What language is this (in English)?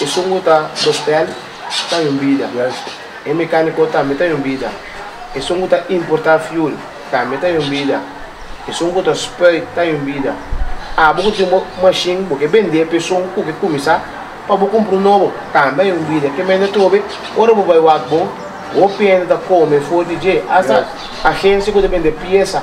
Papiamento